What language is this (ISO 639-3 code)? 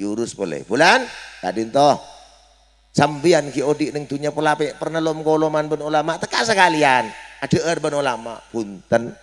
mad